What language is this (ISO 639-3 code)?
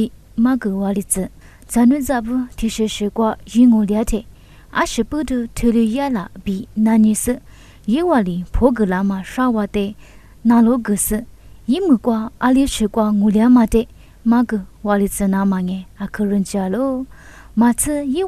lis